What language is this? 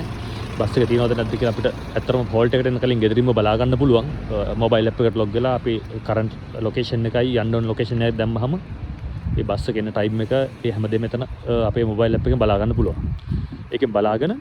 Sinhala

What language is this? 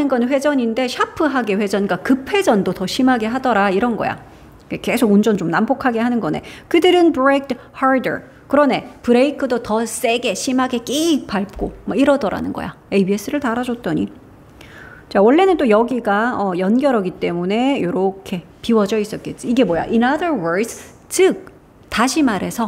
Korean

